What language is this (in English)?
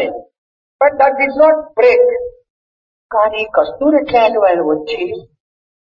Telugu